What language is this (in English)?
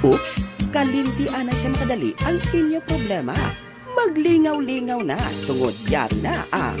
Hiligaynon